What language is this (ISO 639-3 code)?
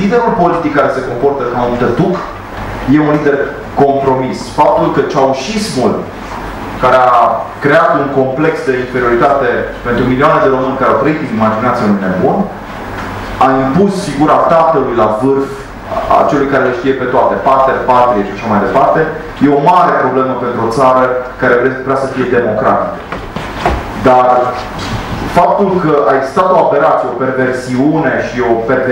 ron